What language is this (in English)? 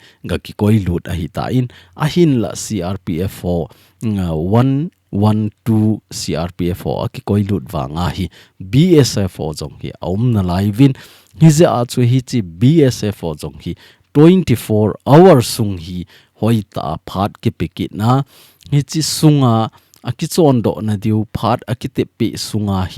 Thado Chin